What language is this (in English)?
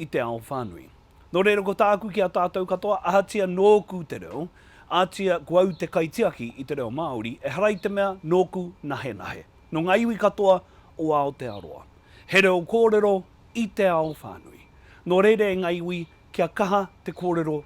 Māori